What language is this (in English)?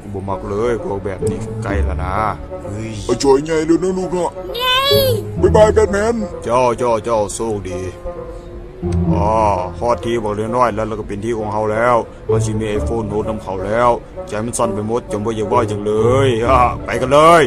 Lao